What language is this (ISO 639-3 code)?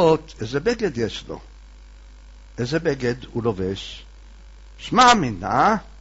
heb